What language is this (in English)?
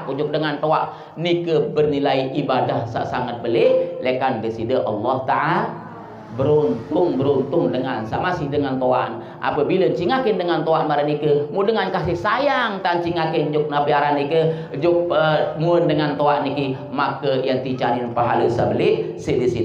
Sasak